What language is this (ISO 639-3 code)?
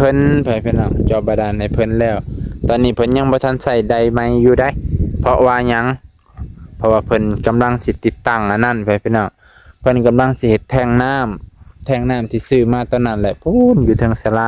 lao